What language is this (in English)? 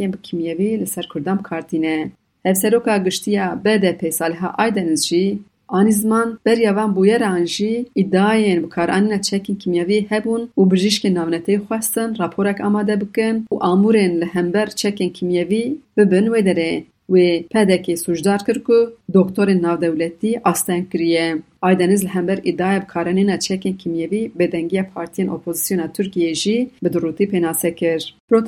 Kurdish